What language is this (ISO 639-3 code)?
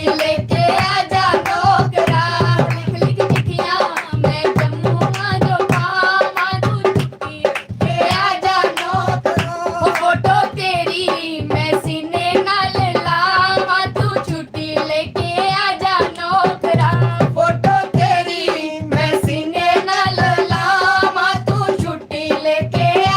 doi